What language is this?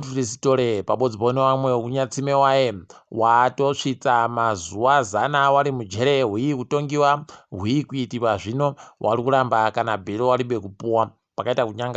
Ndau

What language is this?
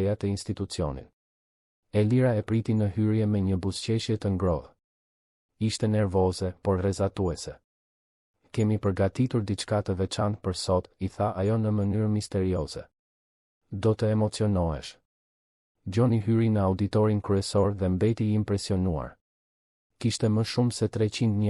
Albanian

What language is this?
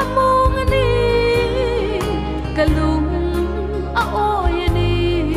Hmar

